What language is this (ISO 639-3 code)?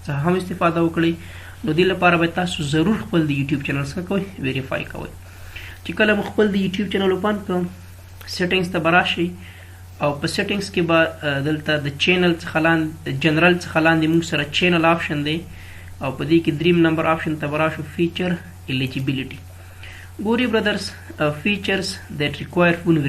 pus